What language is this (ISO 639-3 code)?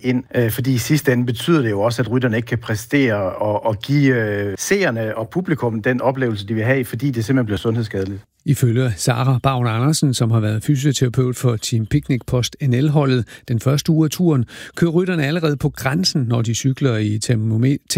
dan